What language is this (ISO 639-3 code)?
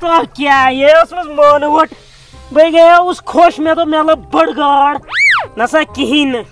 kas